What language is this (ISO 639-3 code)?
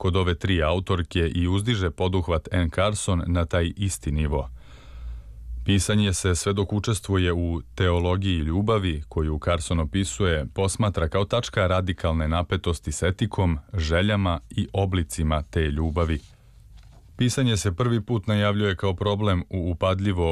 srp